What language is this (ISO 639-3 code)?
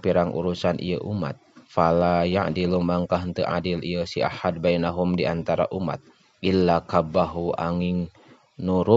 sun